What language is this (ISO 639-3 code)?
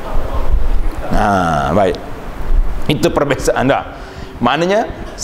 msa